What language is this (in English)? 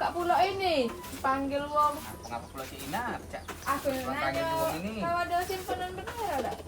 Musi